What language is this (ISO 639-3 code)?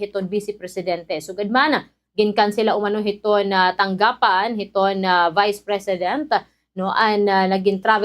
war